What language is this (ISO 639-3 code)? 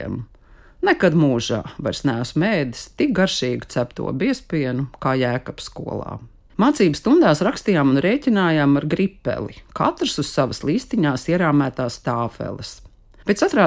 lav